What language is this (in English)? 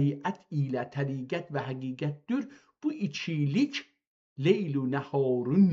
South Azerbaijani